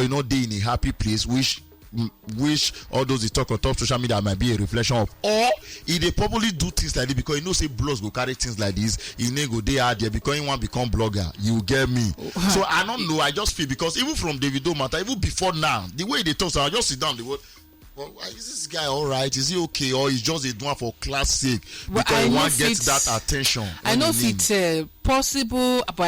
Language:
Nigerian Pidgin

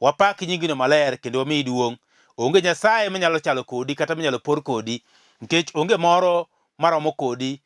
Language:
Luo (Kenya and Tanzania)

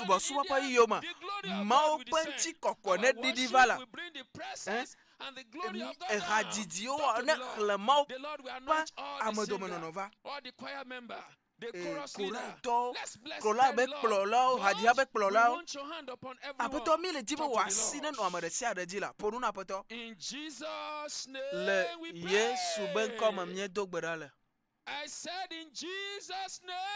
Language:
Ewe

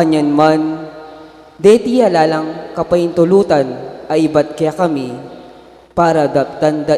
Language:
Pampanga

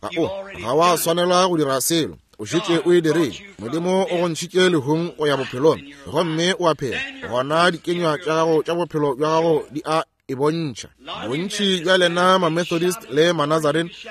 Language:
Northern Sotho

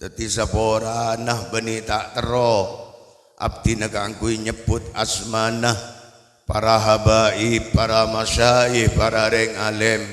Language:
Madurese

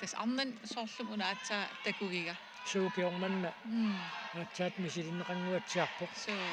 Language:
Kalaallisut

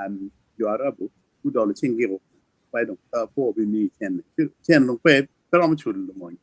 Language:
Acoli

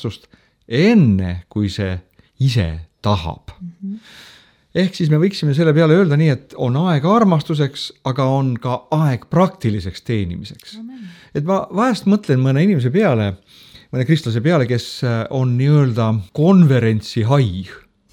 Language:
Estonian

